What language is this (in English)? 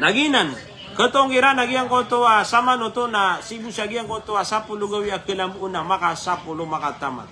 Maranao